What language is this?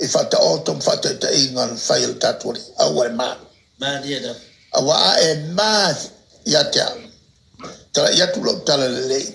Samoan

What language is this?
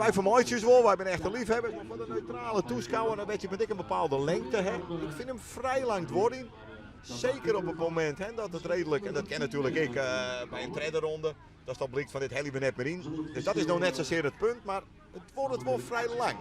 Western Frisian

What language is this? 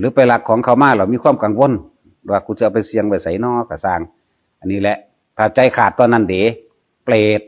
Northeastern Thai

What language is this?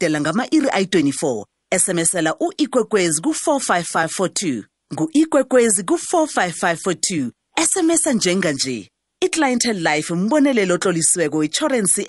South Ndebele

